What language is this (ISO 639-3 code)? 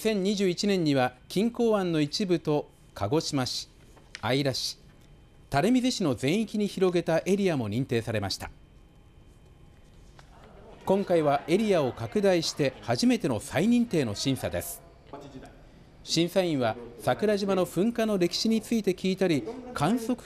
jpn